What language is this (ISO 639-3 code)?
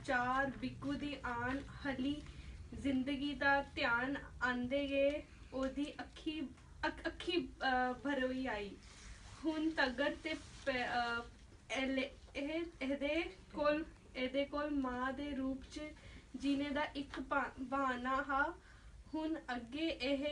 doi